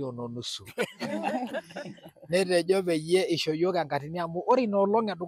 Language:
Masai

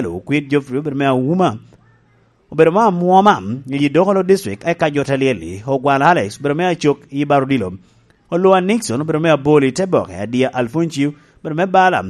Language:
Lango (Uganda)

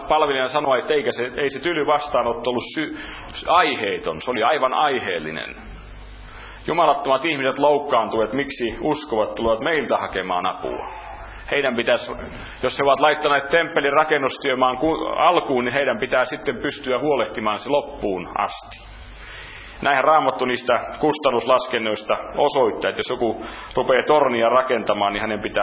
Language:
Finnish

